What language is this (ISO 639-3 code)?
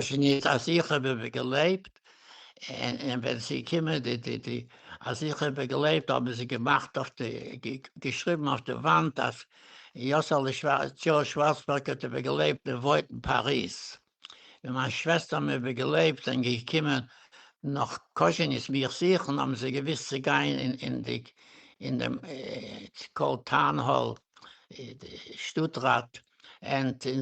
yid